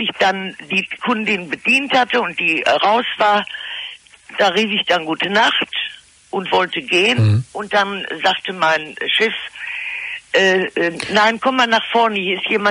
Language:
German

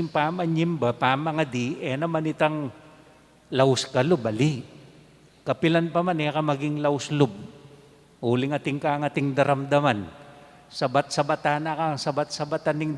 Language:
Pampanga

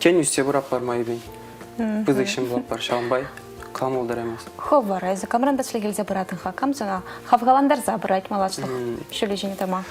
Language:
Chuvash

